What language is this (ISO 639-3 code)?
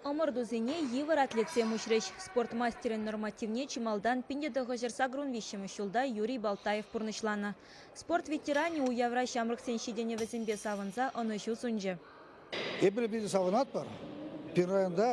chv